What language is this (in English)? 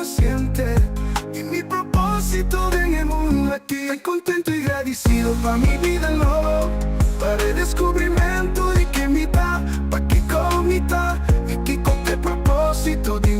Papiamento